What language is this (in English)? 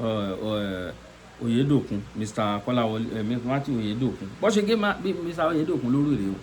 Yoruba